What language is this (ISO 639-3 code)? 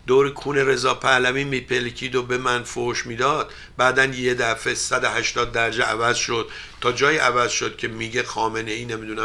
fas